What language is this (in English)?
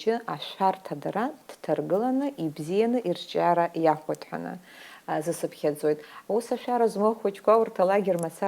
Abkhazian